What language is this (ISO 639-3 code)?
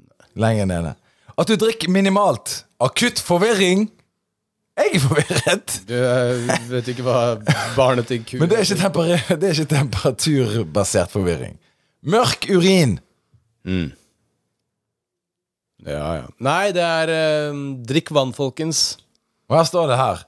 nor